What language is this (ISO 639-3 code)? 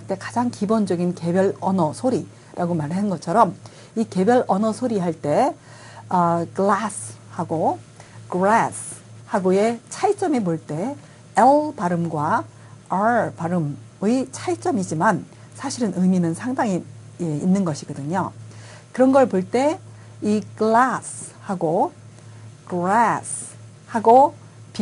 kor